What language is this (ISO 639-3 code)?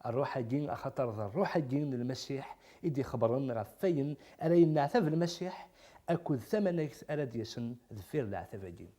kab